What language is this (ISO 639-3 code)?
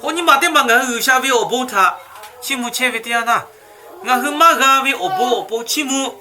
lhu